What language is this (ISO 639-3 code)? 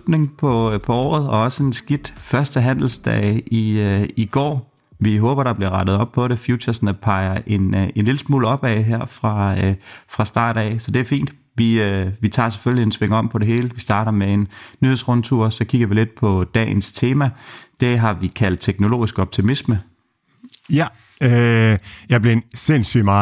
dan